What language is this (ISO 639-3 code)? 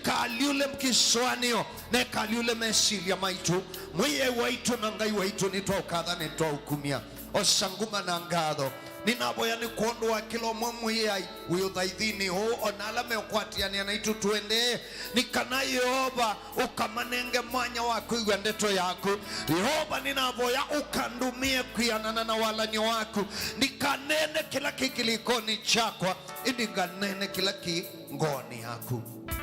kam